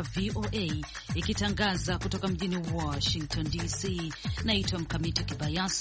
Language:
Swahili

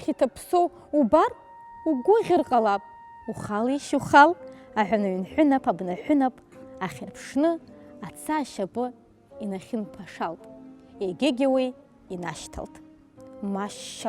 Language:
Abkhazian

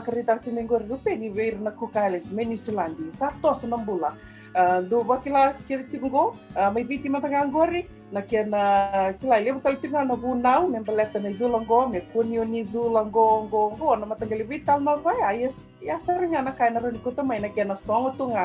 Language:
Fijian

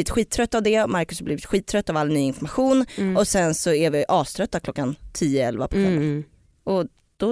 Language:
Swedish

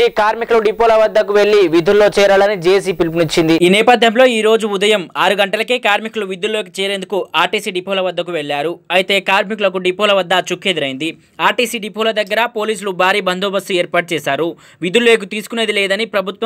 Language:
Telugu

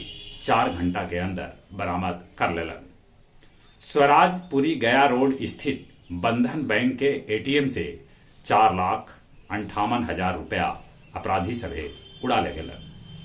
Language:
Magahi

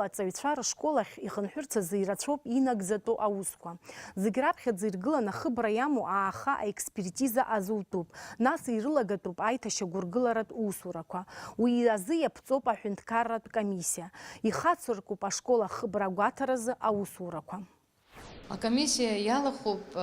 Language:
Abkhazian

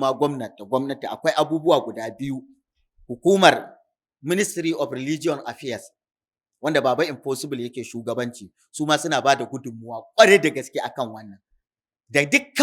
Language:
Hausa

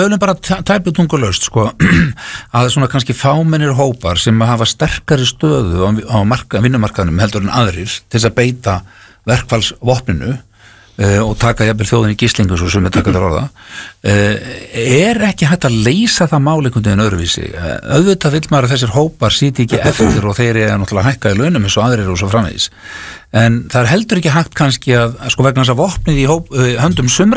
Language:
Icelandic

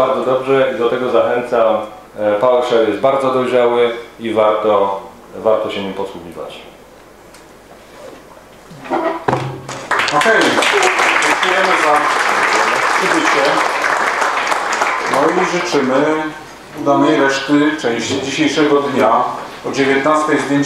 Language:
Polish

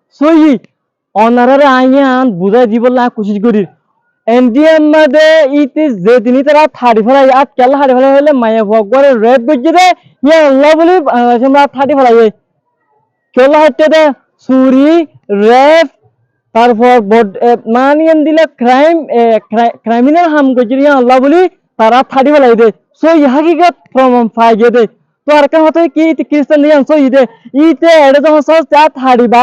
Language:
Rohingya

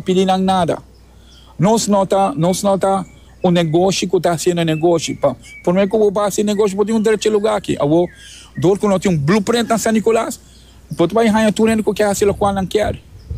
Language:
Papiamento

